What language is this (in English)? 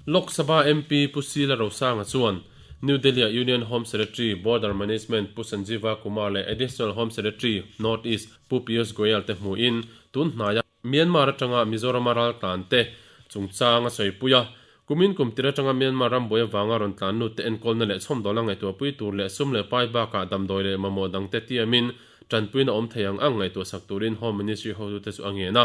Mizo